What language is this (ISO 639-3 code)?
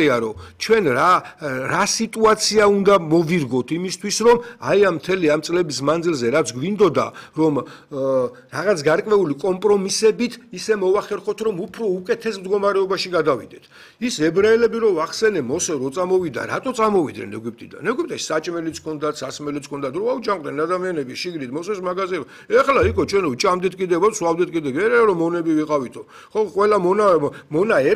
kat